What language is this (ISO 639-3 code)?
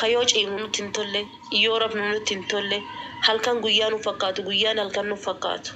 orm